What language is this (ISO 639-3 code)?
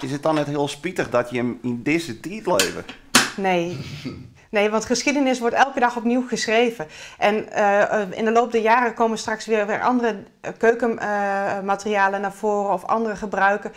fry